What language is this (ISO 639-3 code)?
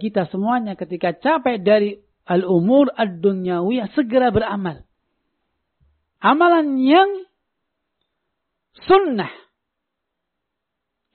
ind